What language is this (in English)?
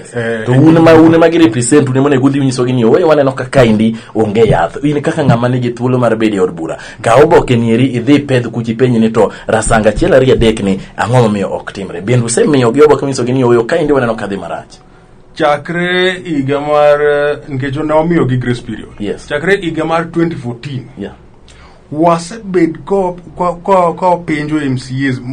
Luo (Kenya and Tanzania)